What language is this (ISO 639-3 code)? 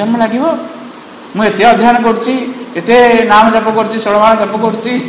ori